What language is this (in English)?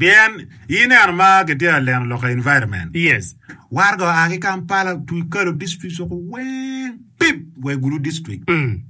Acoli